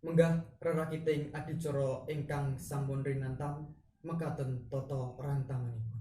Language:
Javanese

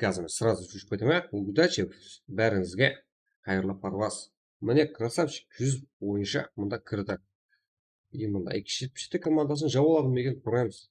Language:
Kara-Kalpak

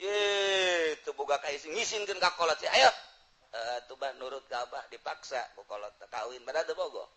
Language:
Sundanese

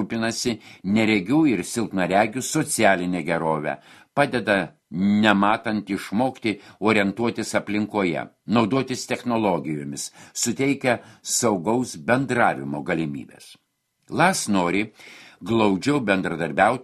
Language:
Lithuanian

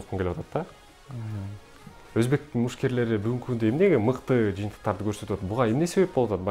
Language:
Kyrgyz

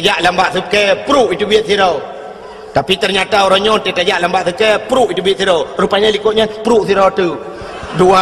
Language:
Achinese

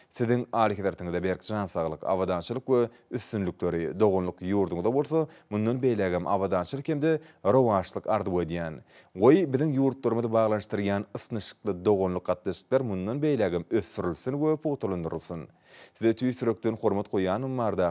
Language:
Turkmen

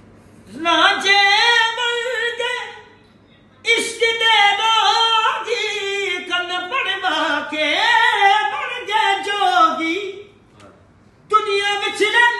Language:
Punjabi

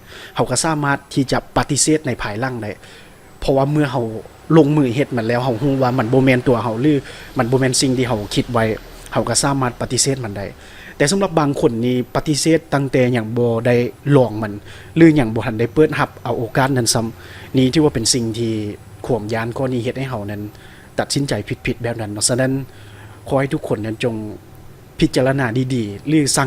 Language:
Lao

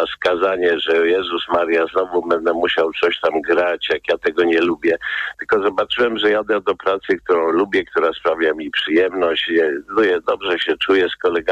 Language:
Polish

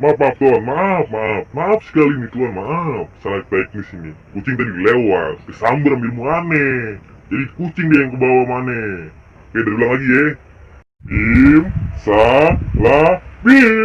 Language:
Betawi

